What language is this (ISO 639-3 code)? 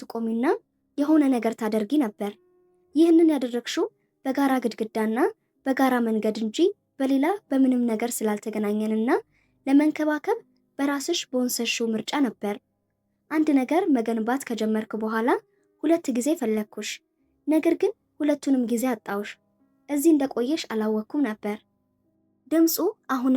amh